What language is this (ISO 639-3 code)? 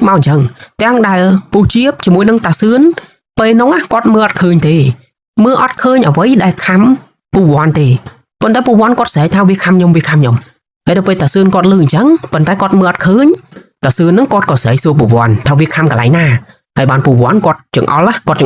khm